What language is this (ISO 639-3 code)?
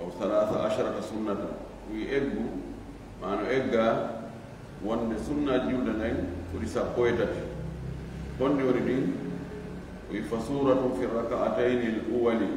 ful